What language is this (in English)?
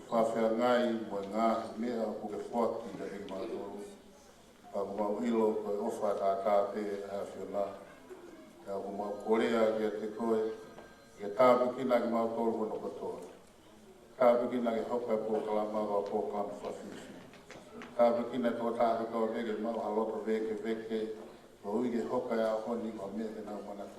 Tongan